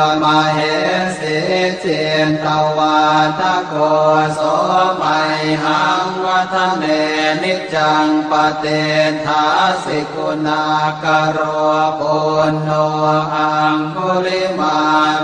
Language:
Pali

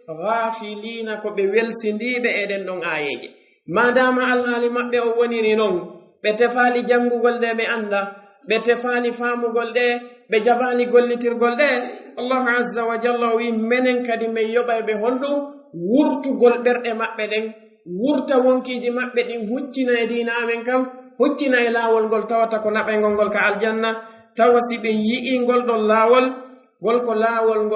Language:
Fula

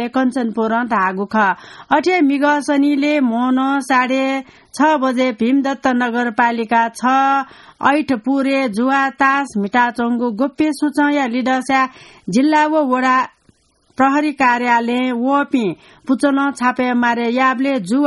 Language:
Newari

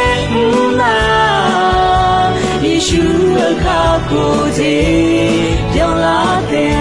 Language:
Akha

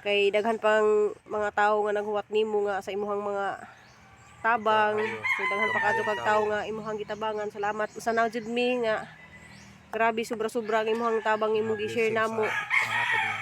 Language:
Cebuano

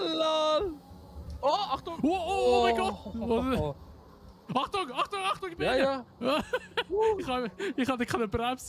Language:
Swiss German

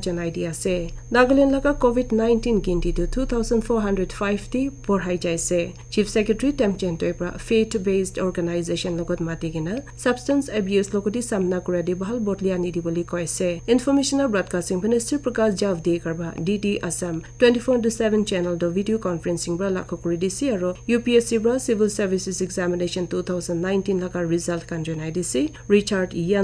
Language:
Naga Pidgin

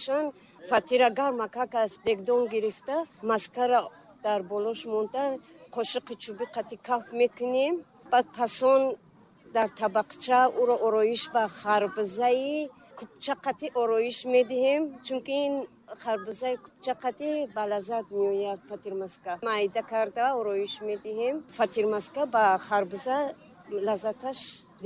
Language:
Tajik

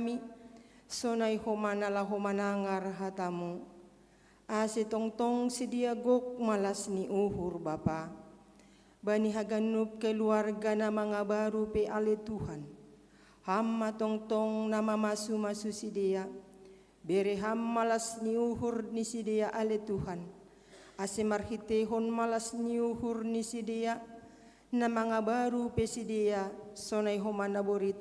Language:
Batak Simalungun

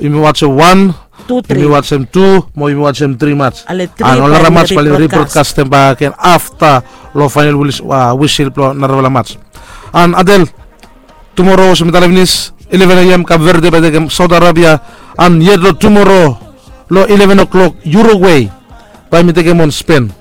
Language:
Bislama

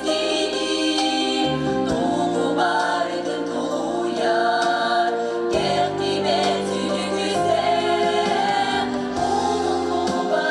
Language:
Yakut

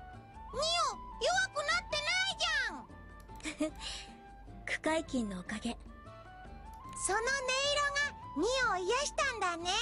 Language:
Japanese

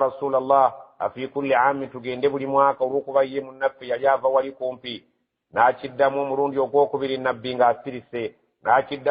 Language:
Ganda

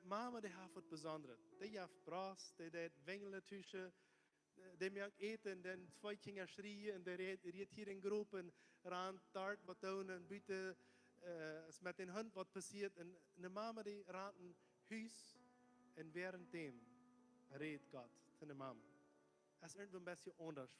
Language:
Plautdietsch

